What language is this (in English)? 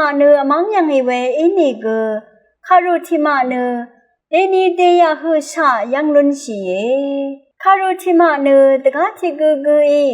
Rawang